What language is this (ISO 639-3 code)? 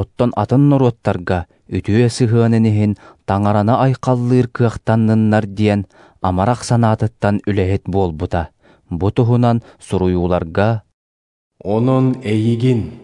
sah